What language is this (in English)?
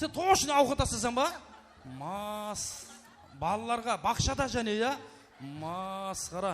Kara-Kalpak